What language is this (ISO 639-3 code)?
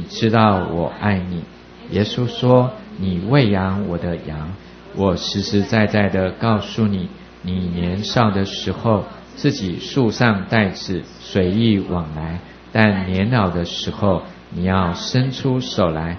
zho